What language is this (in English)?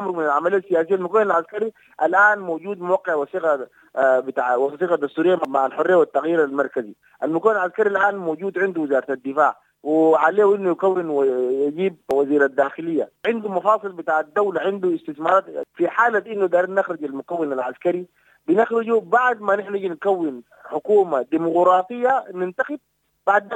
Sudanese Arabic